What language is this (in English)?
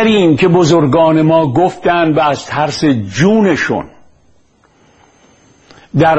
Persian